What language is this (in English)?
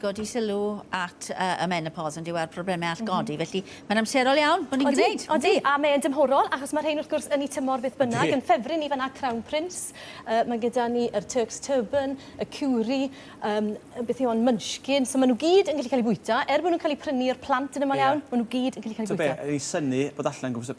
Welsh